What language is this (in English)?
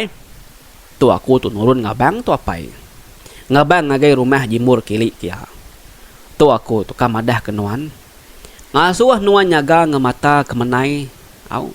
Iban